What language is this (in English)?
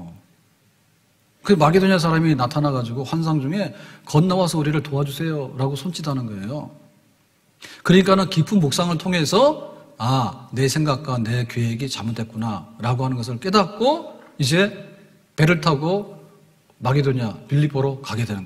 Korean